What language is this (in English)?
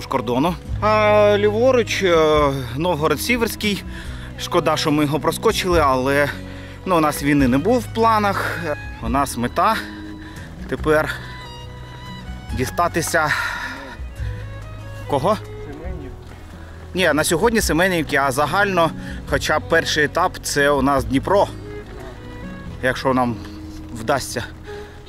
Ukrainian